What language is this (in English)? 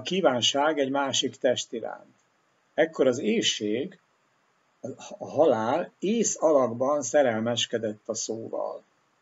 Hungarian